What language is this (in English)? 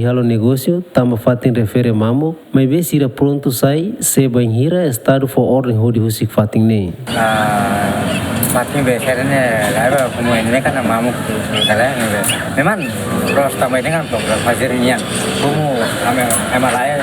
Tetum